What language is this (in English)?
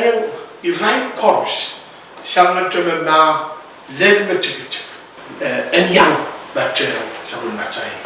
Pohnpeian